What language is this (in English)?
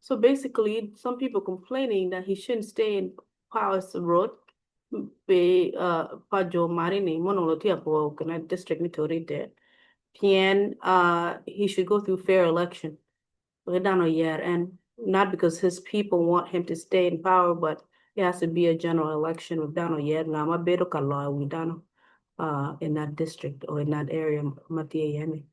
Acoli